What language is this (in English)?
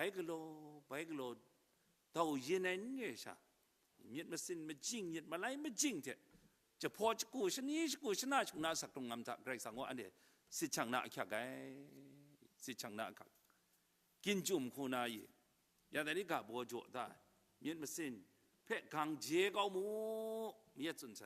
Kachin